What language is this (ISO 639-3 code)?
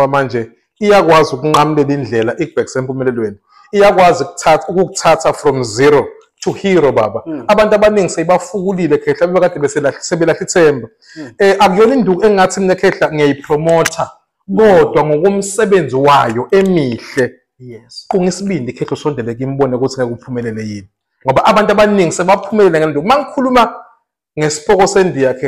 zul